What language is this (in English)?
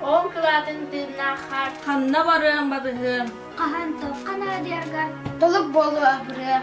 Yakut